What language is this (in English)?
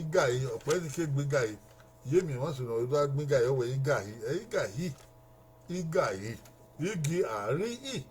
Bini